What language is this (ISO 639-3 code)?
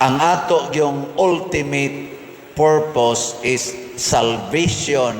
ceb